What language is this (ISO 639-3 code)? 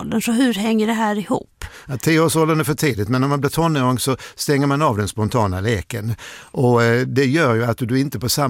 swe